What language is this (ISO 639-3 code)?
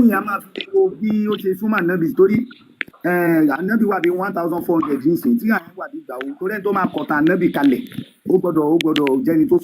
yor